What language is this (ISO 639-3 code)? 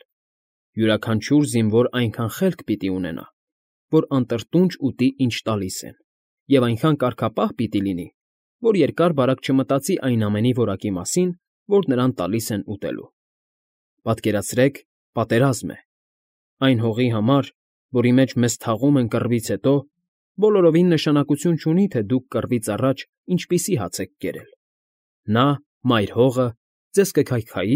hye